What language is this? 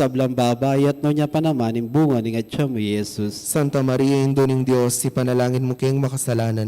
Pampanga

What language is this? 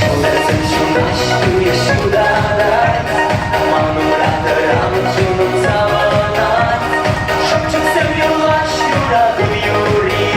Chuvash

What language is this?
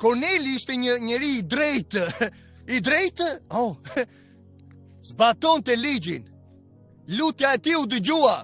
Albanian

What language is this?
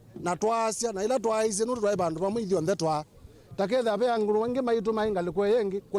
Kamba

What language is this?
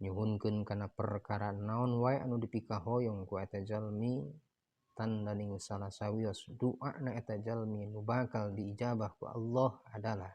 Sundanese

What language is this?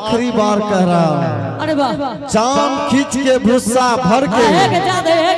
Angika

